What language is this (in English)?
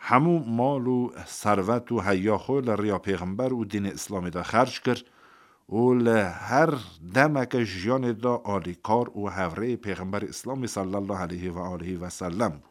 Kurdish